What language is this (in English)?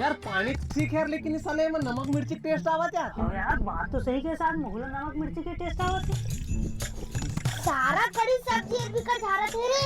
Chhattisgarhi